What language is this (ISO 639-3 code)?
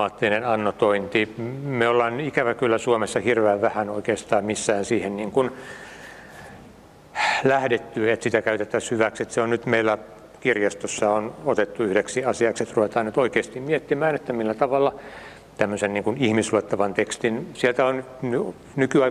fin